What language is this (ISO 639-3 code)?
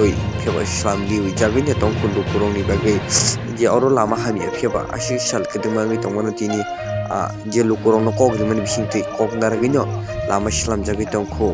trp